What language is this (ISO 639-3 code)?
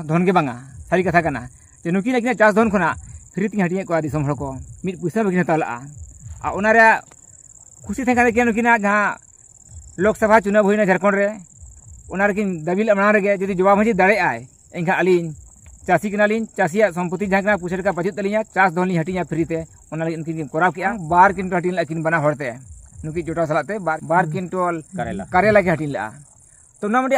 sat